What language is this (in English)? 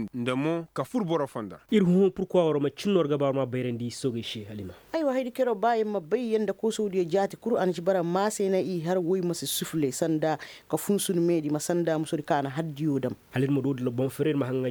Koyraboro Senni